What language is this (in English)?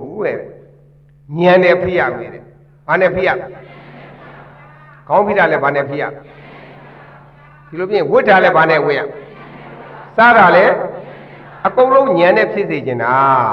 Burmese